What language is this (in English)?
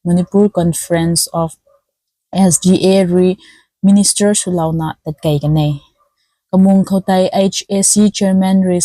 Rongmei Naga